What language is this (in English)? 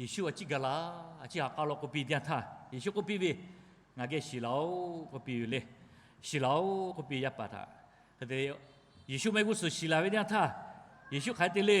Lahu